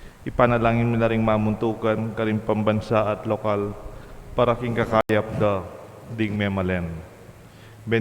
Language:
Pampanga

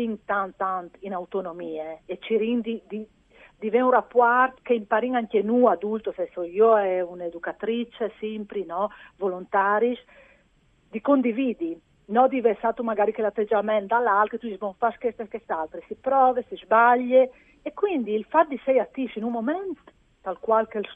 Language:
Friulian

